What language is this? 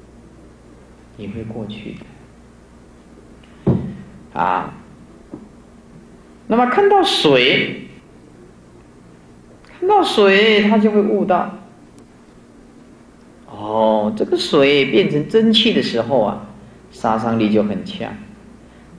Chinese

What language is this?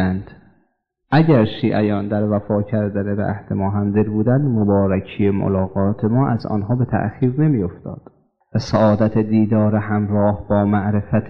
Persian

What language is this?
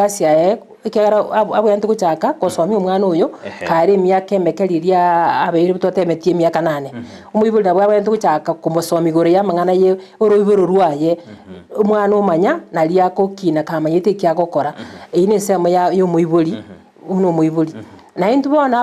Gusii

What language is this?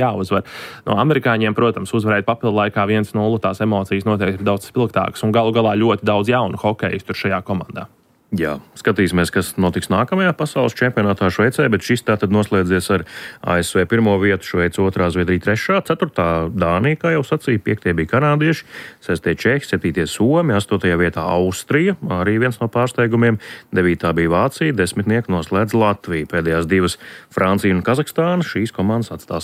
Latvian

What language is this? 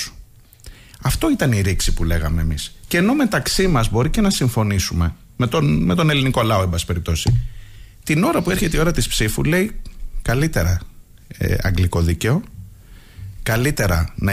Greek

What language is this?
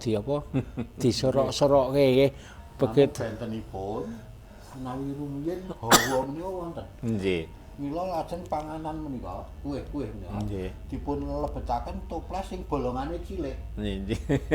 Javanese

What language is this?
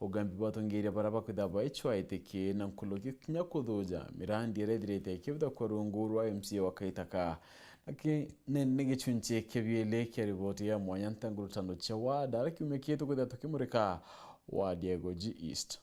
Meru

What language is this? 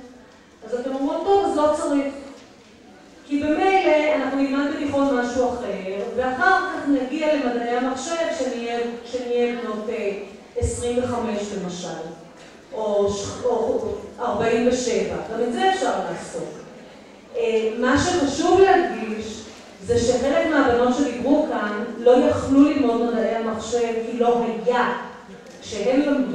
Hebrew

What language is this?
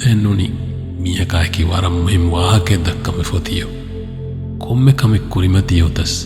Divehi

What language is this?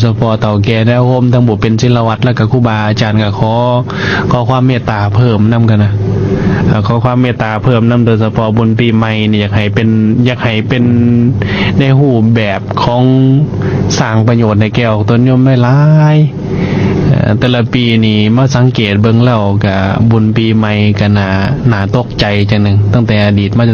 Lao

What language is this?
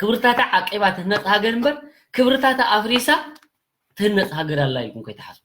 Tigrinya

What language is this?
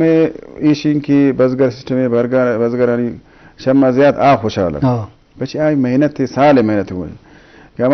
Eastern Balochi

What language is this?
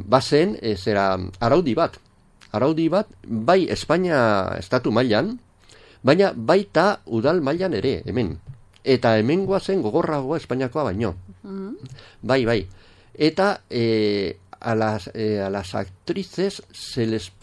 Basque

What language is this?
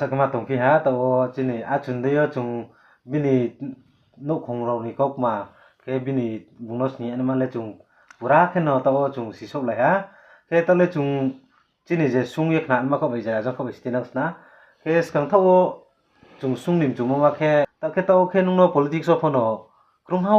Riang (India)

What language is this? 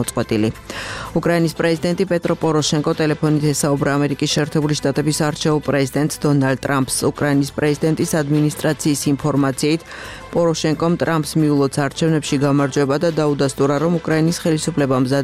Georgian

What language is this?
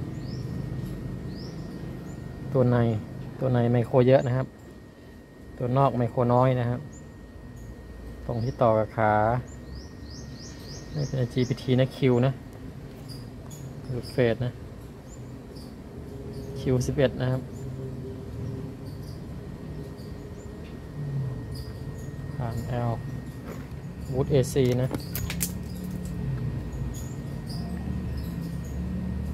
Thai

